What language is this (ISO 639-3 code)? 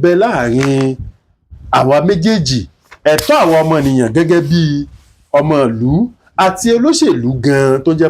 yor